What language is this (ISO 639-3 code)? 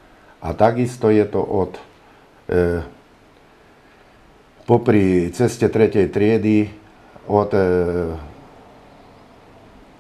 slk